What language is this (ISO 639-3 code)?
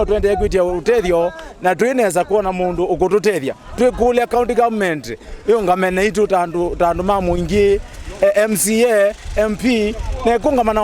kam